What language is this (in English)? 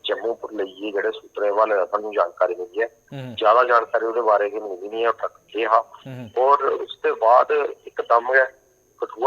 Dogri